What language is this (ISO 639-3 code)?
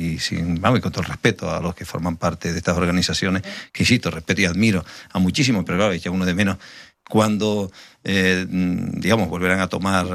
spa